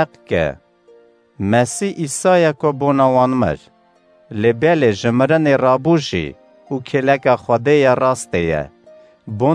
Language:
Kurdish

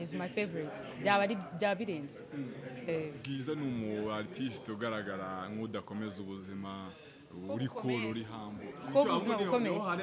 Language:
Kinyarwanda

